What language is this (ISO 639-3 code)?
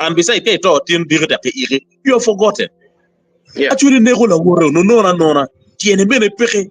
ach